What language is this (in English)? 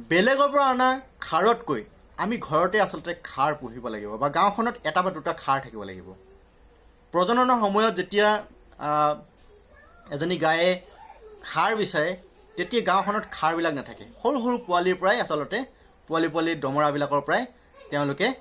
Assamese